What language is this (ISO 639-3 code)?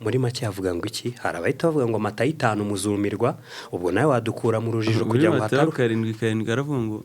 kin